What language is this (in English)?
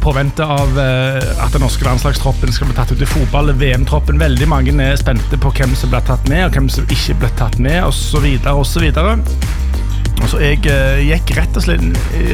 Norwegian